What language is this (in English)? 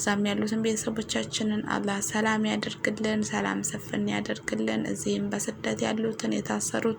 Amharic